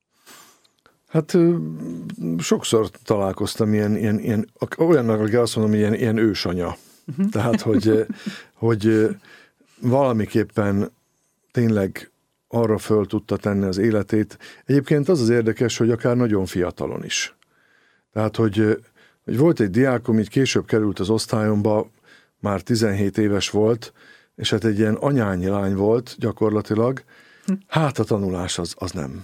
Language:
Hungarian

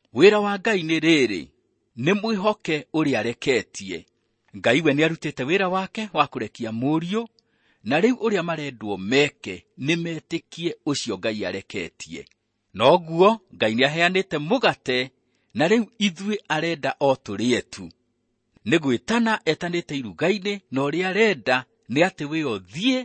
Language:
Kikuyu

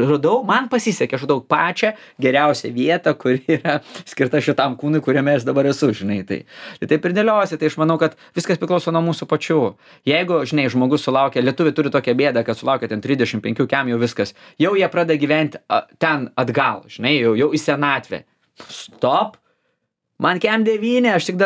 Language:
Lithuanian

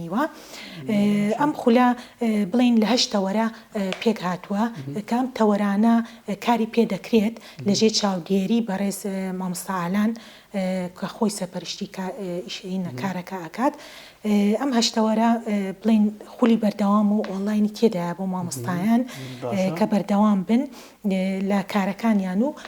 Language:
Central Kurdish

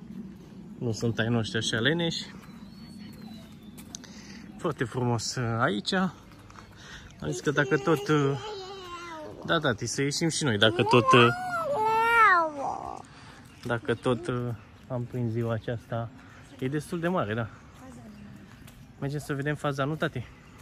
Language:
Romanian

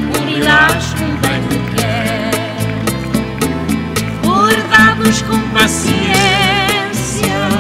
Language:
Portuguese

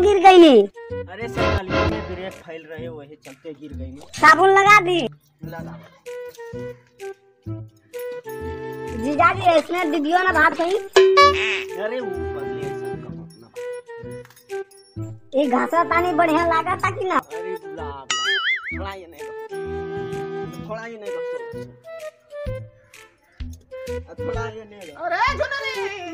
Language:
Bhojpuri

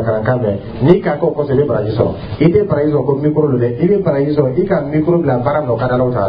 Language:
Dyula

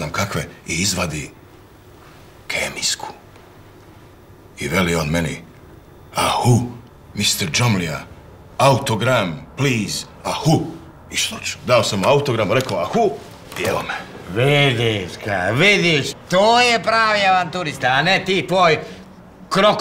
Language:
Croatian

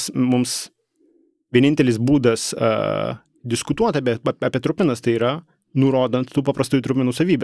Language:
Lithuanian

